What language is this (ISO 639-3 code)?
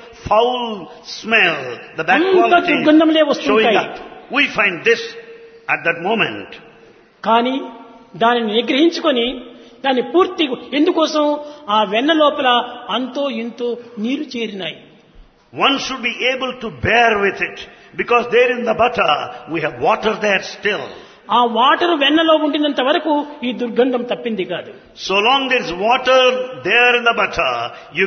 tel